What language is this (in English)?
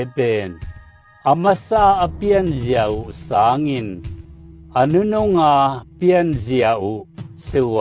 Tedim Chin